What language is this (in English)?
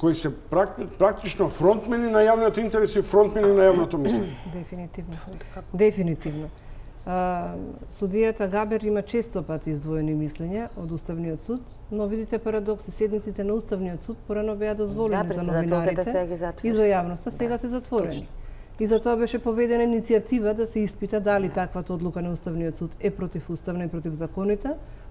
Macedonian